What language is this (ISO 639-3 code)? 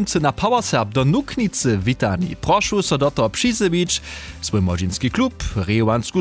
hsb